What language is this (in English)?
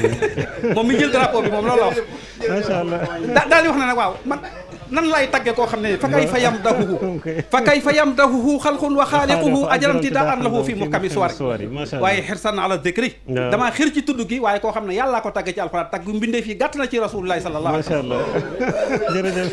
Wolof